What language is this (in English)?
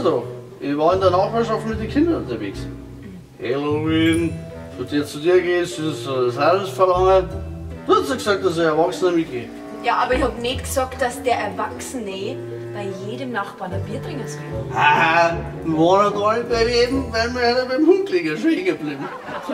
Bavarian